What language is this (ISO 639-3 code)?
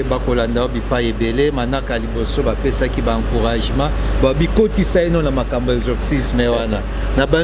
lin